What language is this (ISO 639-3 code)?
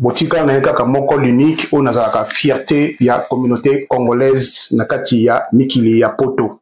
lin